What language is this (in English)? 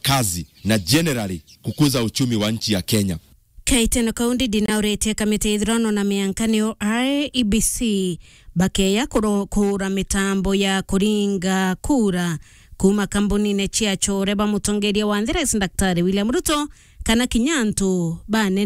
Meru